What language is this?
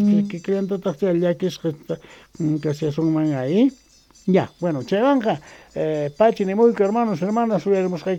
South Bolivian Quechua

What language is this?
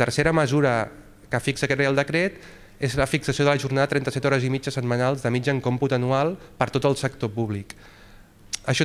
Catalan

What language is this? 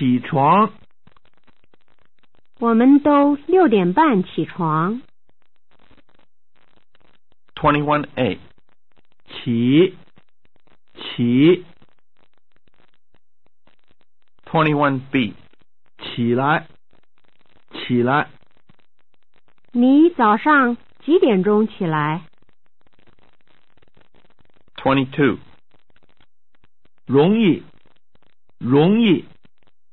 Chinese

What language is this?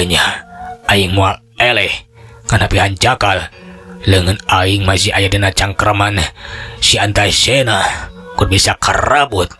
Sundanese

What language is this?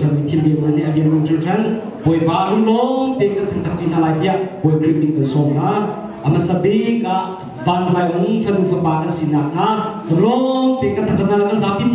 Hakha Chin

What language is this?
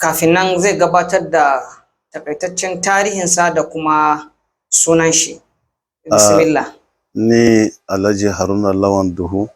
Hausa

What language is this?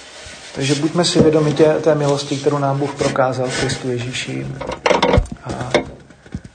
Czech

